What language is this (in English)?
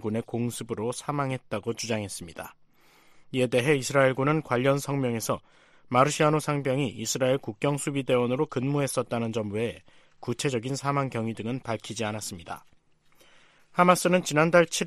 Korean